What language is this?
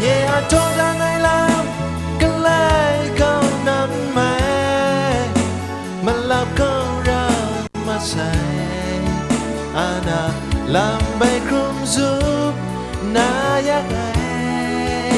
Kachin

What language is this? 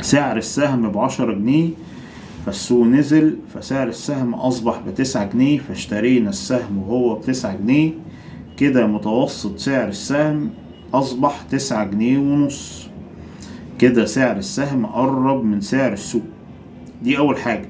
Egyptian Arabic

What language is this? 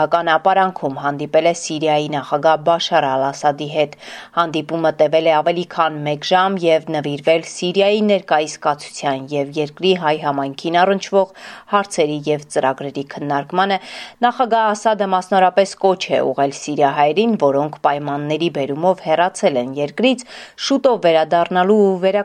Armenian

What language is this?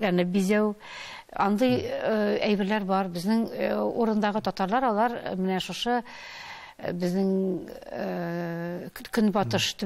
Tatar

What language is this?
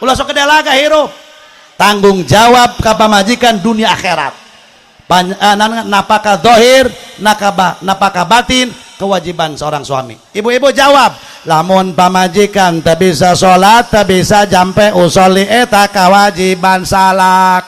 Sundanese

